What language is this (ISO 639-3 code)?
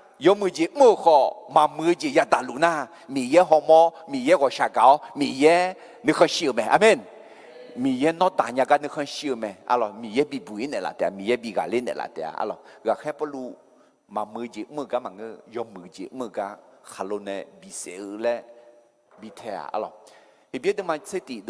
ahk